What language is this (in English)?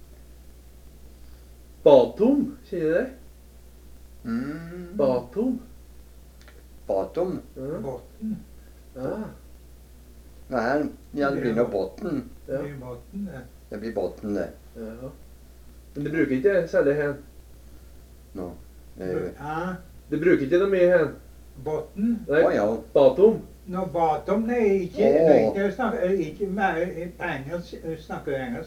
Norwegian